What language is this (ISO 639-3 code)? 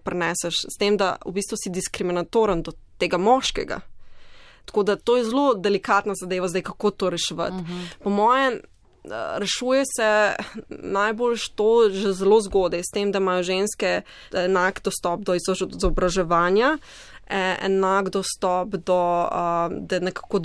slv